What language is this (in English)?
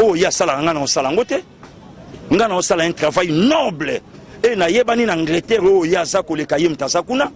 Lingala